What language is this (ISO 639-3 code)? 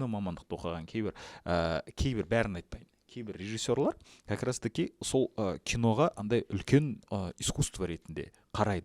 kaz